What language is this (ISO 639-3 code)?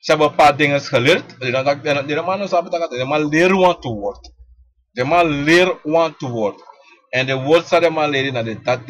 srn